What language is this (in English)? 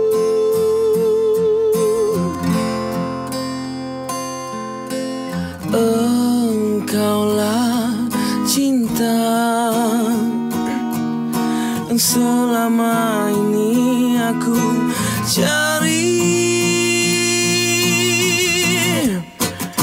Malay